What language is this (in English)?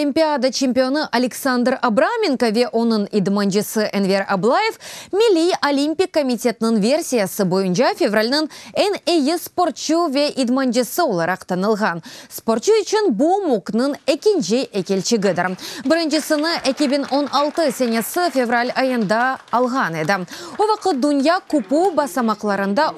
Crimean Tatar